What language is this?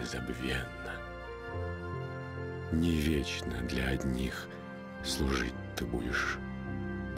Russian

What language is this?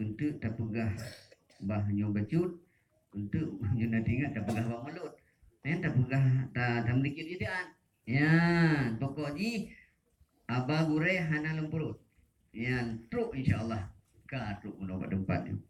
Achinese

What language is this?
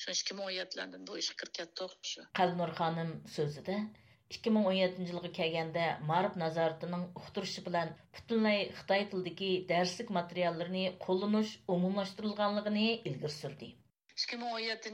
Uyghur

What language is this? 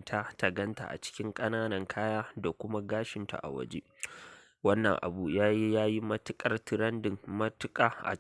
Hausa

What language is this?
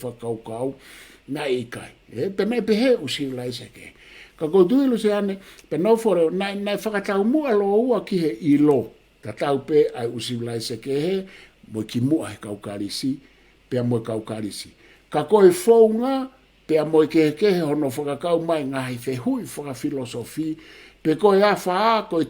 Tongan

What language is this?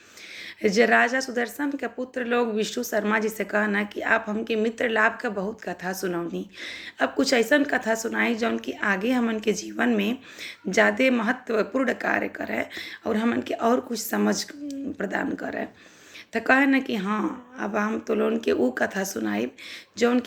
Bhojpuri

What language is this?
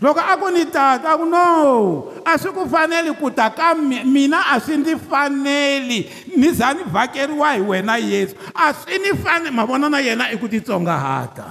Tsonga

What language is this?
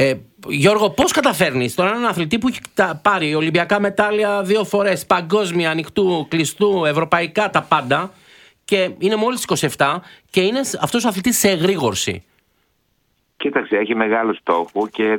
Greek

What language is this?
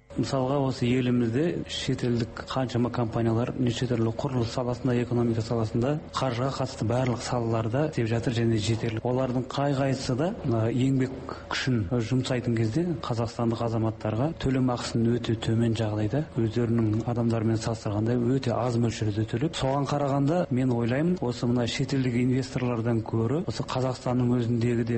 Kazakh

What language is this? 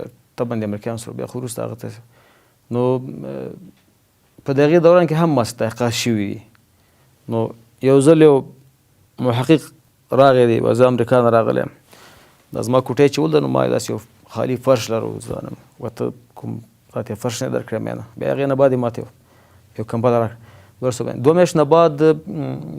Pashto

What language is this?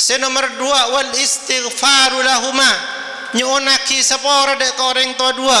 Madurese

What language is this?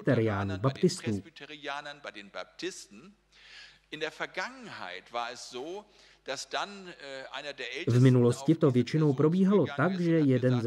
Czech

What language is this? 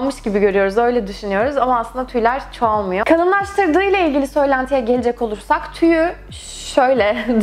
Turkish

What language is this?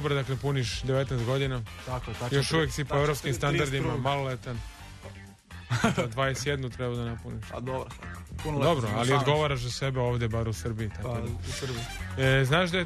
Serbian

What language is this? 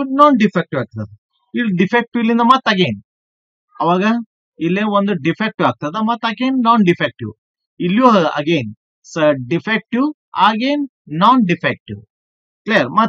Kannada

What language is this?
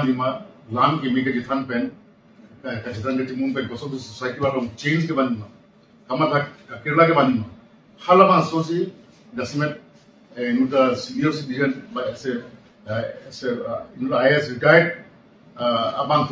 Karbi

